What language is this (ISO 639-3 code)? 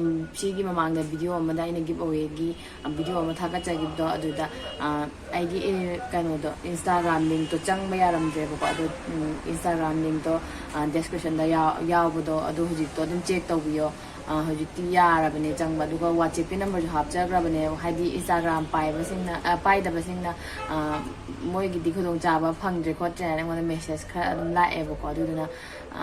mni